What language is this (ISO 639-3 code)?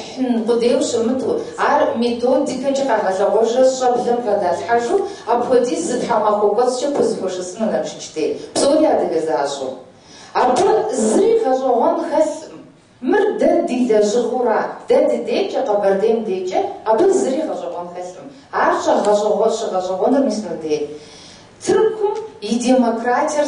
kbd